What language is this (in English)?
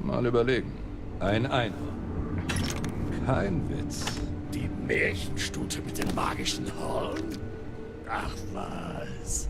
Bavarian